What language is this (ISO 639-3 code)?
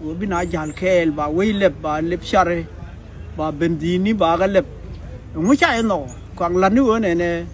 nus